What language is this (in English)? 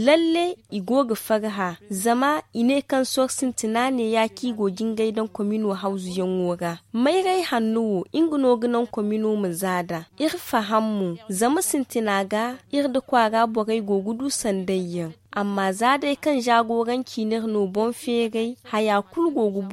Zarma